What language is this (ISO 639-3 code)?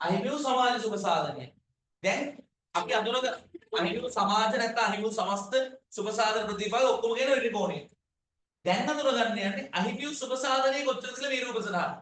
sin